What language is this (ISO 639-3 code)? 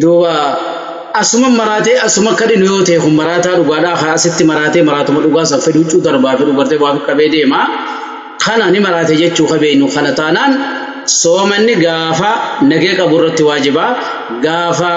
orm